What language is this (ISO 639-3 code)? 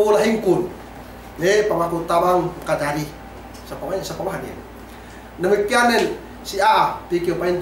yka